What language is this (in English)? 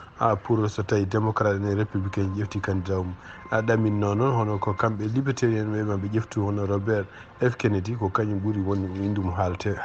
Fula